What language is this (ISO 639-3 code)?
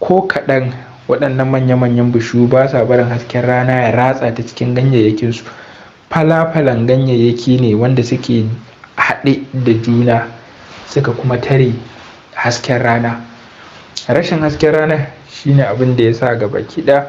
hau